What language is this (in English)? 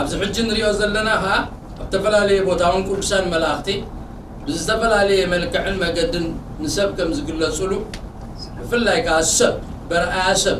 Tigrinya